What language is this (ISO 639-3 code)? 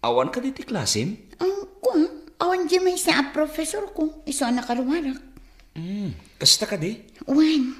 ilo